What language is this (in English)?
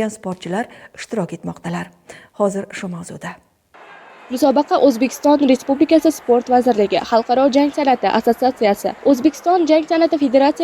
Uzbek